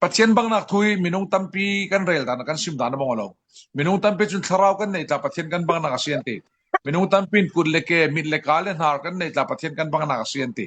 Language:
Falam Chin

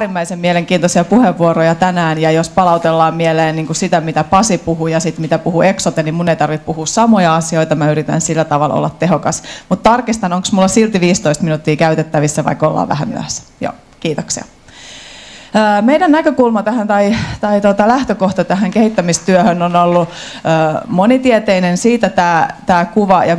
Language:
Finnish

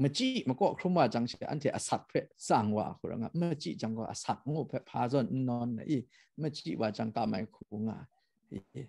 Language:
Kachin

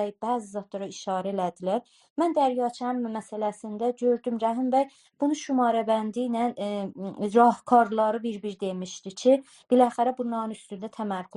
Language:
South Azerbaijani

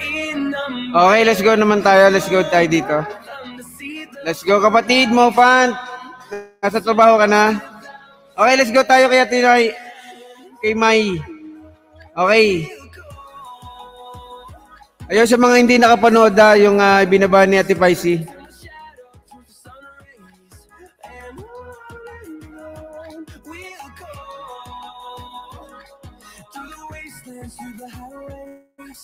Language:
Filipino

